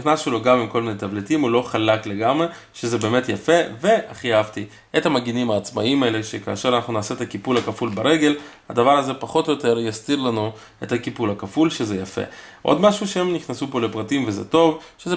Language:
Hebrew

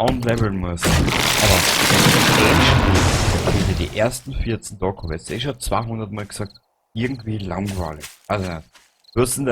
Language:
Bavarian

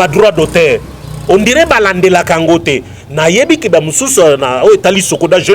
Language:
Lingala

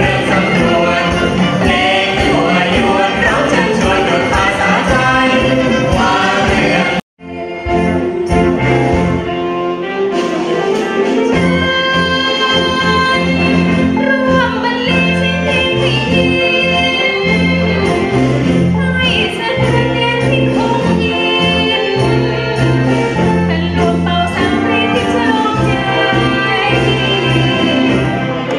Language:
Thai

